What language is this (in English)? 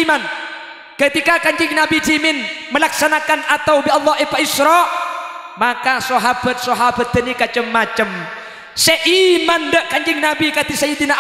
Madurese